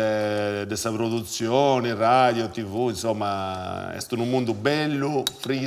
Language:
Sardinian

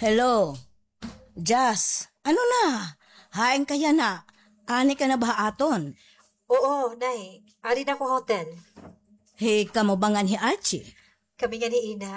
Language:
Waray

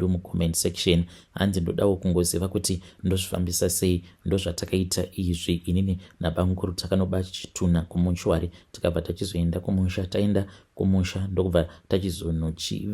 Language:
Shona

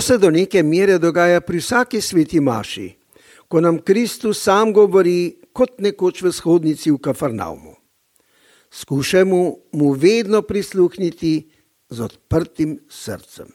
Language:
Slovenian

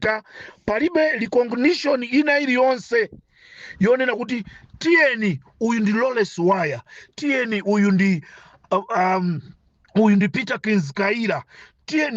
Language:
Nyanja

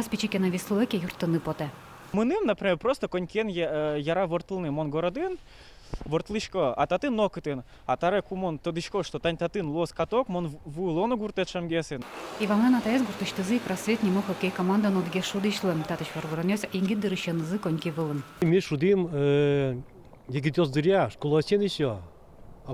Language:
Udmurt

